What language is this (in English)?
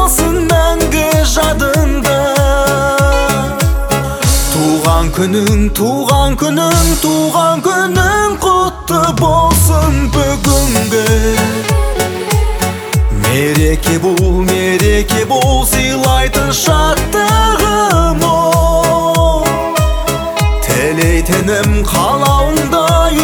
Kazakh